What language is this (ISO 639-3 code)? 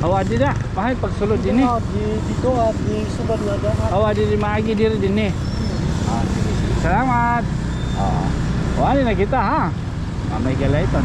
war